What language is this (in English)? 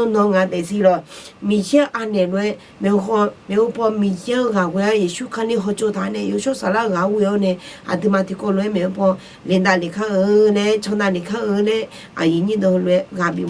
Akha